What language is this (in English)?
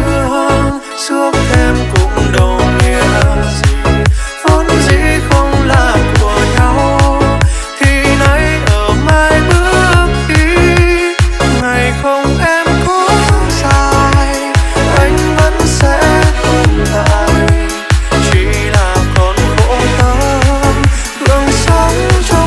Vietnamese